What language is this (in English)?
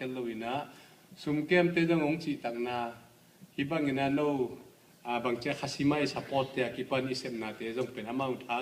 Tedim Chin